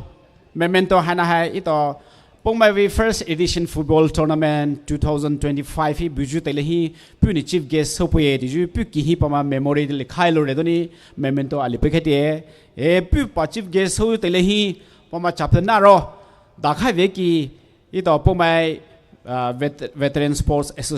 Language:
Poumei Naga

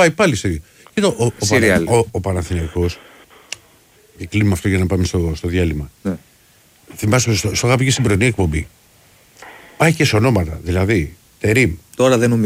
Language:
Greek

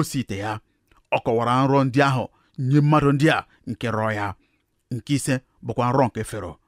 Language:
Igbo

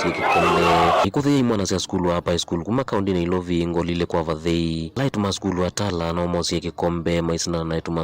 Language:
Kamba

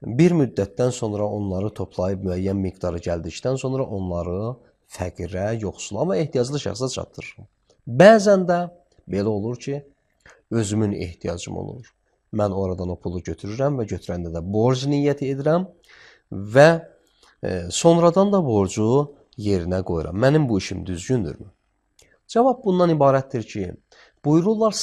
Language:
Azerbaijani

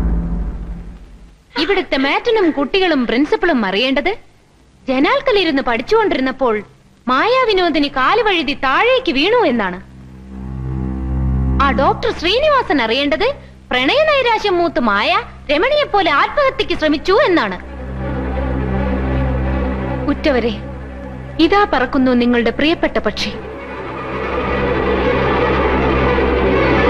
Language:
Malayalam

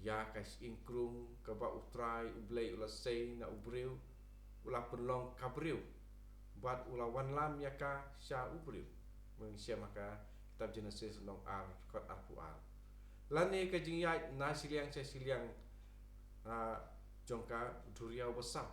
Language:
Khasi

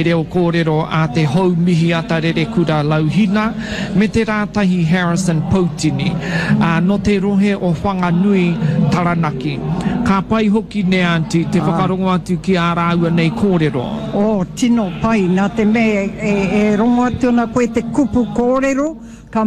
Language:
Māori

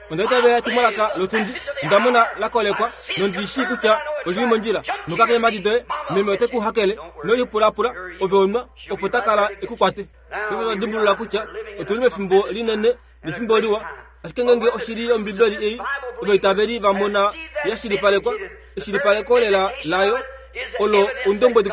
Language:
Kuanyama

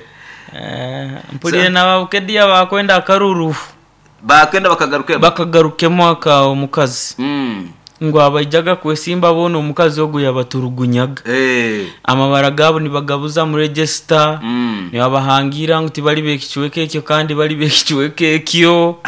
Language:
Nyoro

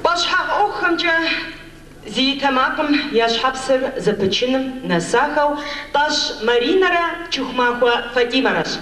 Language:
Kabardian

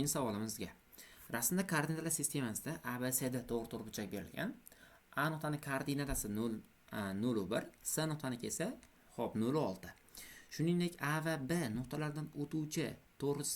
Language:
Uzbek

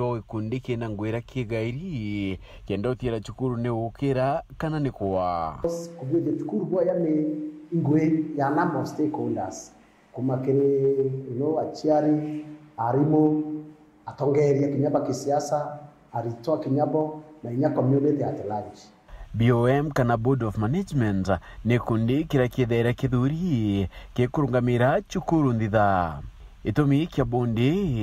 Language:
Meru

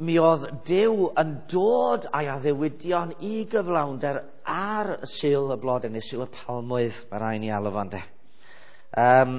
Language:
Welsh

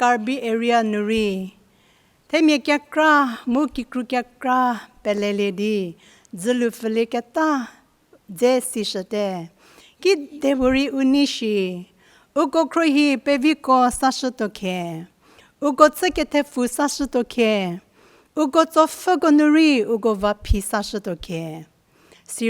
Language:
Angami Naga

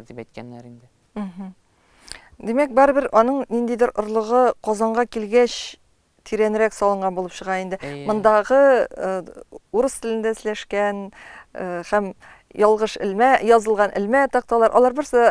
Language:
Tatar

